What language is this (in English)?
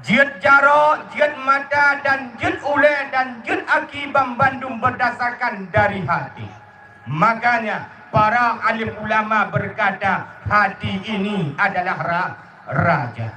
Achinese